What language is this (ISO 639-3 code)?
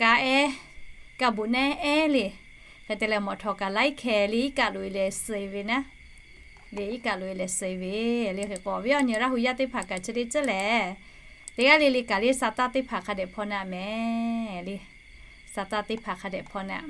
lhu